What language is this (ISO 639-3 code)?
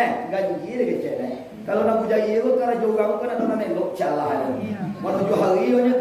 min